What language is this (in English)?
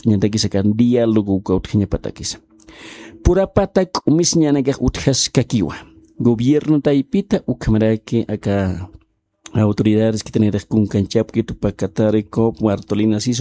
Aymara